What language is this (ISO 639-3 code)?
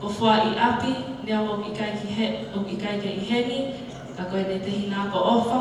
ton